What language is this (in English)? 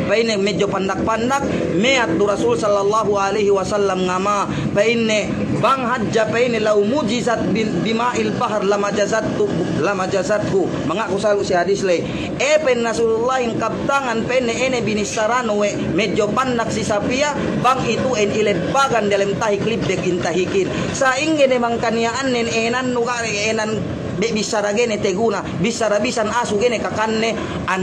Yakan